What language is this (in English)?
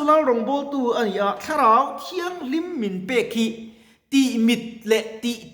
Mizo